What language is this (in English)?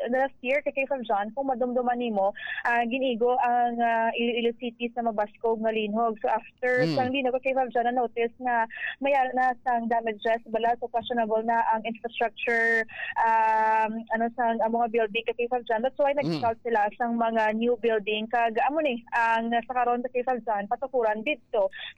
Hiligaynon